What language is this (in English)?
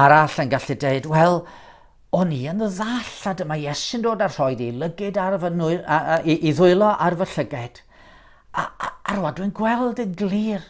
Welsh